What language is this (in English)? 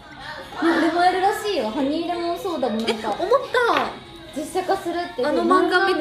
Japanese